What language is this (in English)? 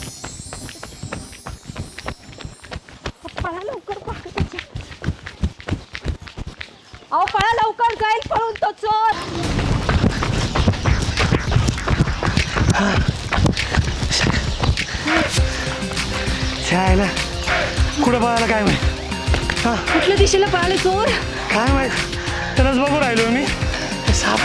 Marathi